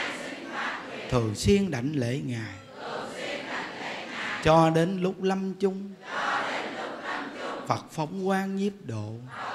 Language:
Vietnamese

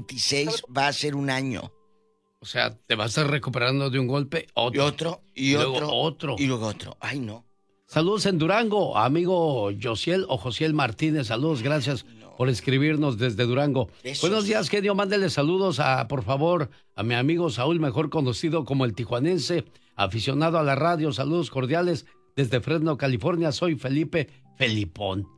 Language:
Spanish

